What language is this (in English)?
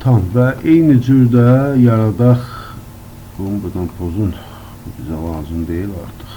Azerbaijani